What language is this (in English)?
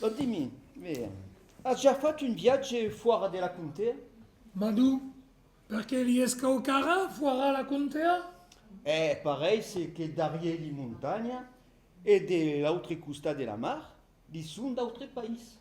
Occitan